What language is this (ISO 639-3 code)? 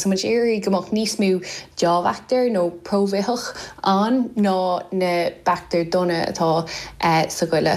gle